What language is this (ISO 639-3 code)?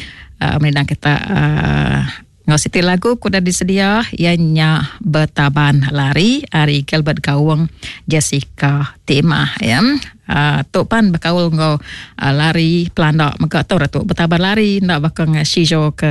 iba